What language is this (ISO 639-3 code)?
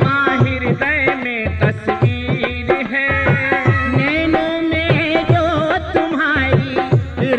hin